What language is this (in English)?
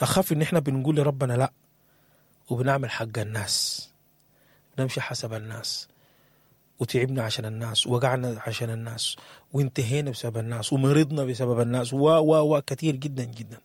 Sudanese Arabic